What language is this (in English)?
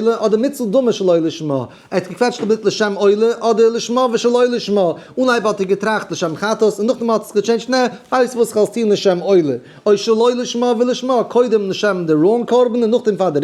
Yiddish